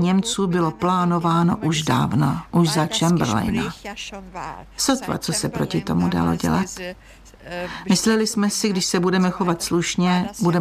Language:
Czech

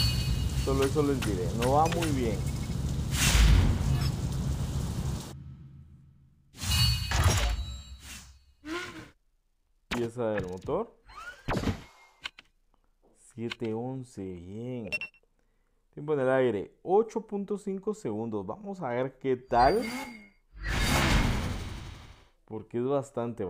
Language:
Spanish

